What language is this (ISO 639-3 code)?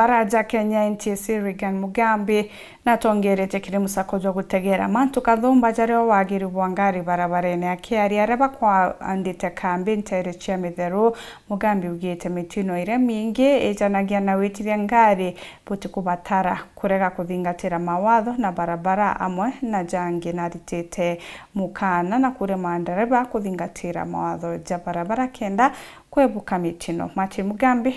mer